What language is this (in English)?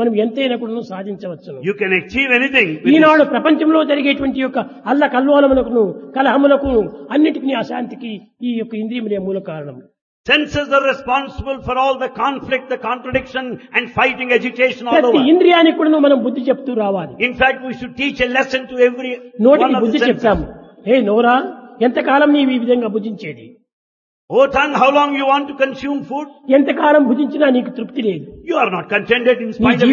Telugu